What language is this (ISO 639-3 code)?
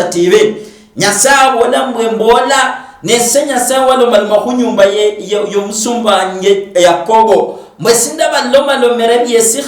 luy